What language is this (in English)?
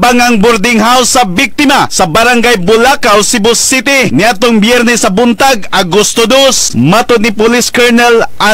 Cebuano